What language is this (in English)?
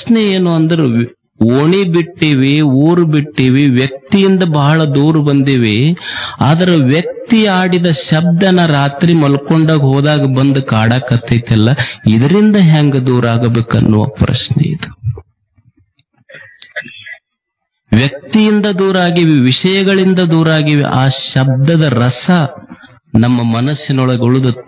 Kannada